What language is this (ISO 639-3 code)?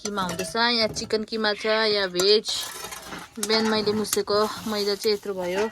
nep